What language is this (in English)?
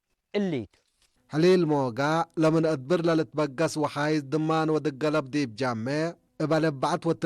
Tigre